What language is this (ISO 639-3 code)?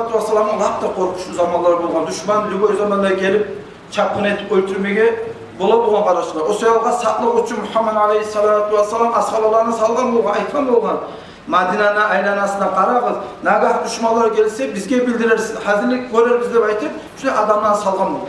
kum